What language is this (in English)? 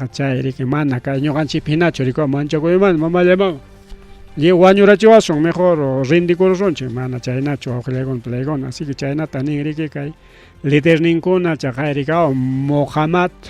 Ayacucho Quechua